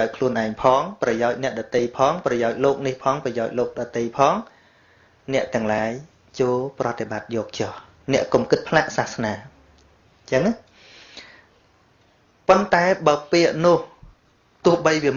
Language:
Khmer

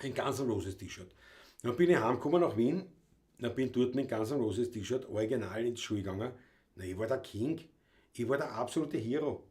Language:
Bavarian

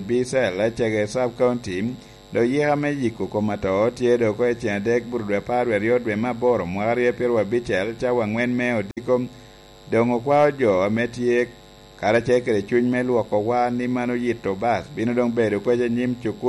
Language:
Lango (Uganda)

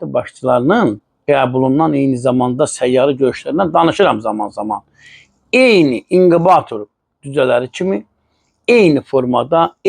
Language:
Azerbaijani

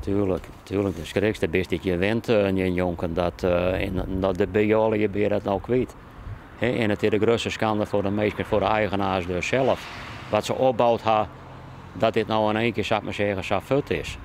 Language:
Western Frisian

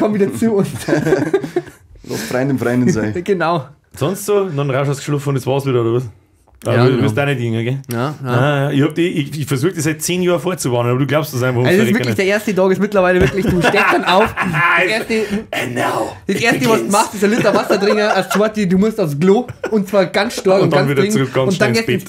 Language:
Bavarian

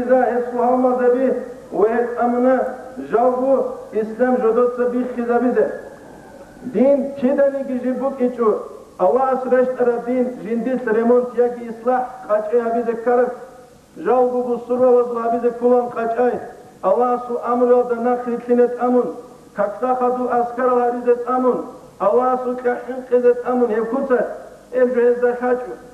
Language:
Avaric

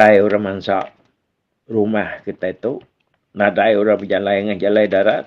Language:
Iban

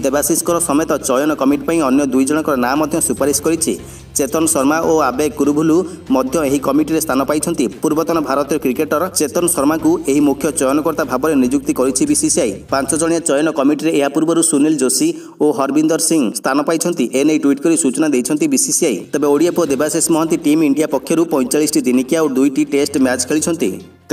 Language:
Odia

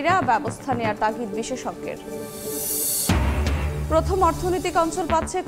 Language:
Bangla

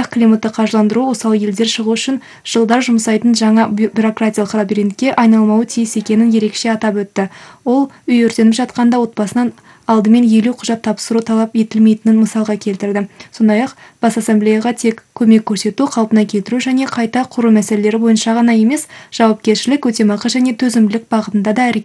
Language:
Kazakh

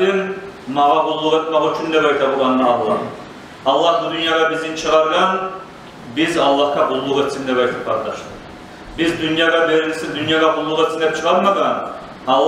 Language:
Kumyk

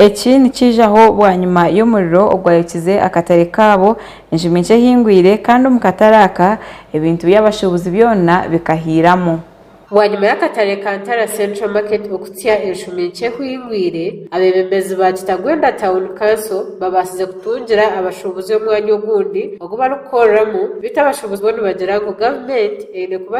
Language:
Nyankole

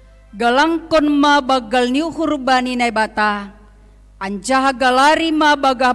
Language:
Batak Simalungun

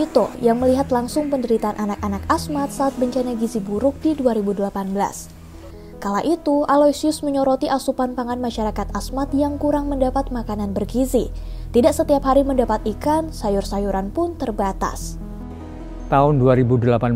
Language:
Indonesian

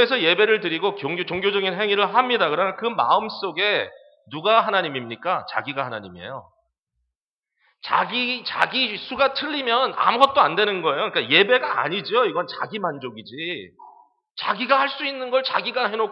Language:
Korean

